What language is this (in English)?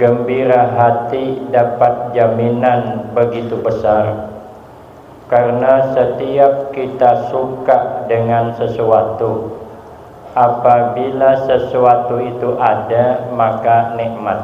Banjar